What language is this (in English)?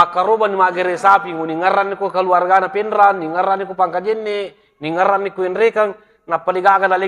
Buginese